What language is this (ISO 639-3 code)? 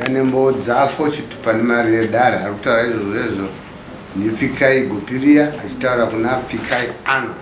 sna